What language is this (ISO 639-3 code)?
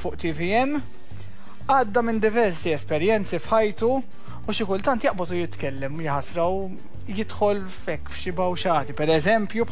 mlt